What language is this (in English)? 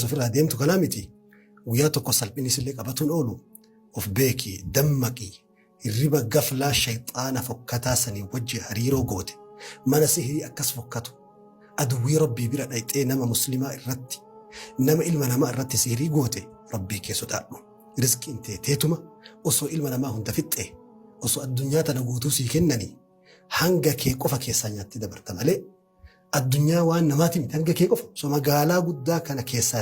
Oromo